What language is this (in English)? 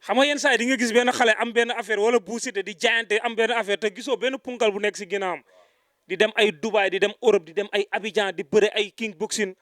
Wolof